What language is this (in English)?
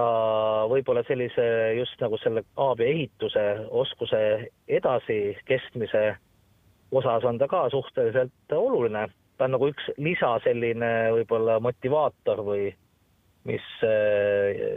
Estonian